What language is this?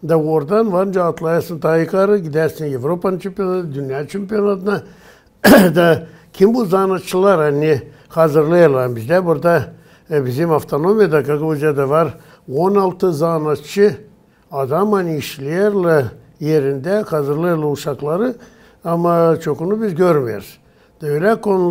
Gagauz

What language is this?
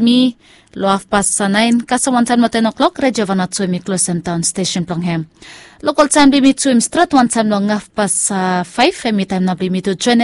Bislama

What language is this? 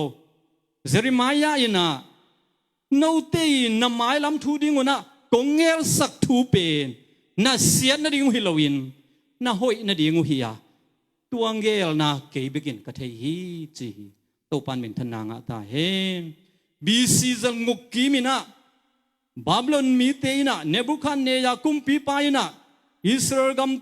Tedim Chin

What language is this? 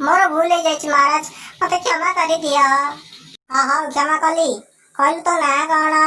Odia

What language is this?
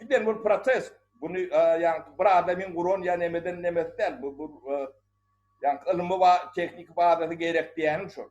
Turkmen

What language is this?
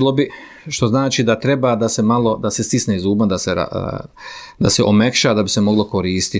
Bosnian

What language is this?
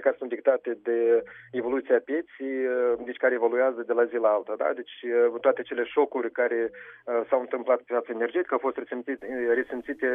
Romanian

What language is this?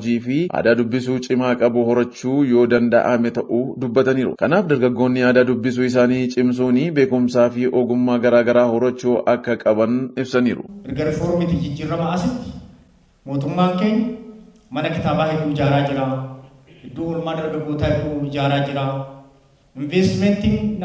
Oromo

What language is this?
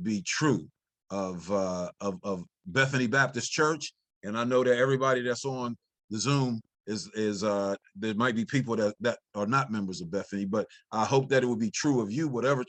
English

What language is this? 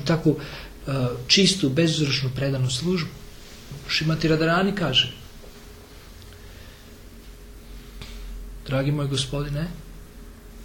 Croatian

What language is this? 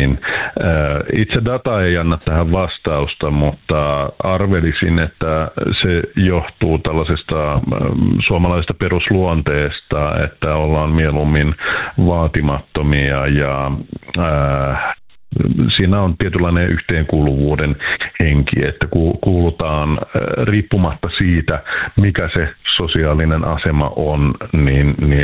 Finnish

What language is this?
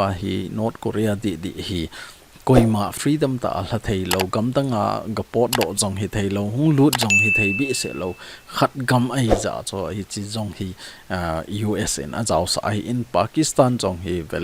Thado Chin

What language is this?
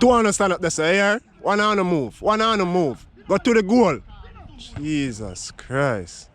Jamaican Creole English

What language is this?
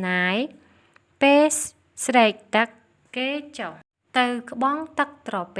Khmer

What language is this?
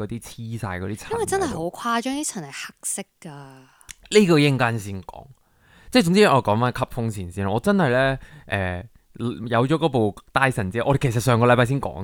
Cantonese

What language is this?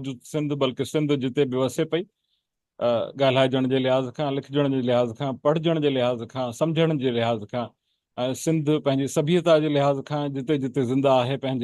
Sindhi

